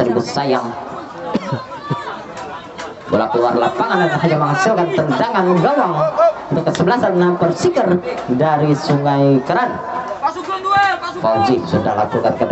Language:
Indonesian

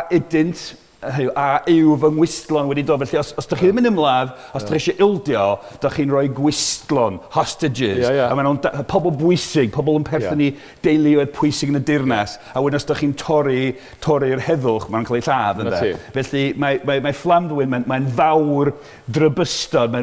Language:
Welsh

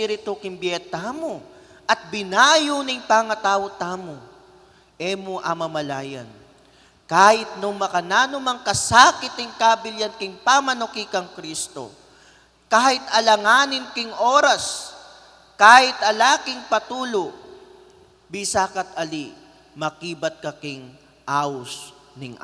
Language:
Pampanga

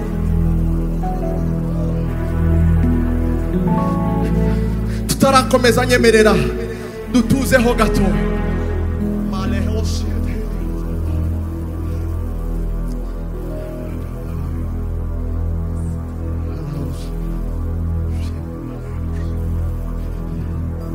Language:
Kinyarwanda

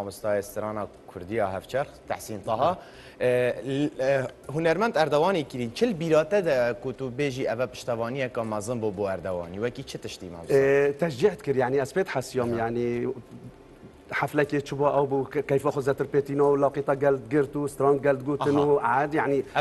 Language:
Kurdish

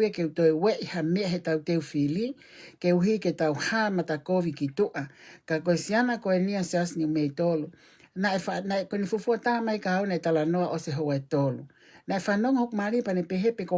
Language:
Tongan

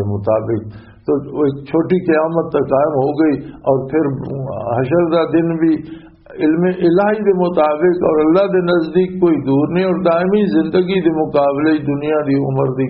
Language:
Western Panjabi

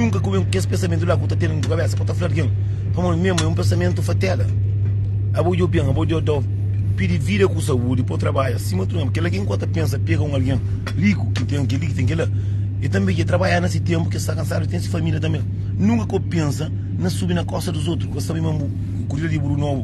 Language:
Kabuverdianu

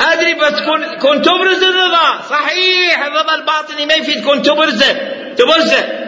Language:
Mesopotamian Arabic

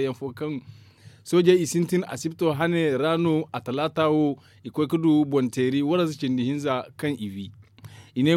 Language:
Zarma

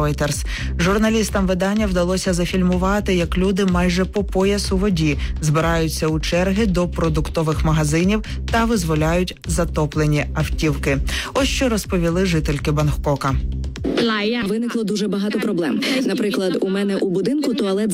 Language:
Ukrainian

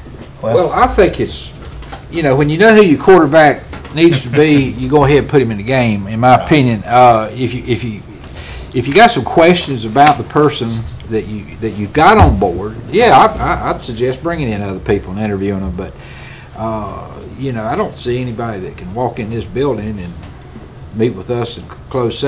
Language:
English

